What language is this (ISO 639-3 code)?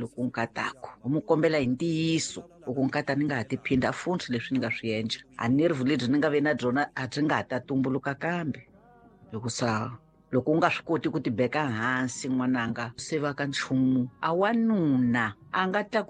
tso